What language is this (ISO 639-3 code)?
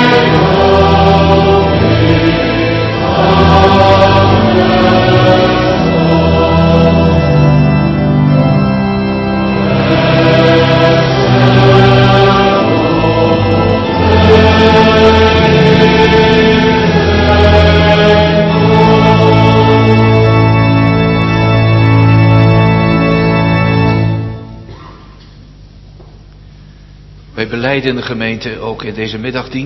nld